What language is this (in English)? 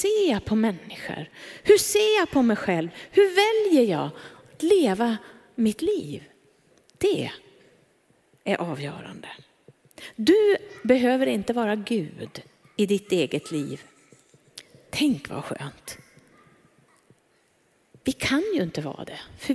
Swedish